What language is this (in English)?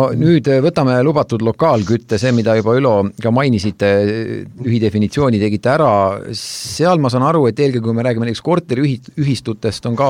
Estonian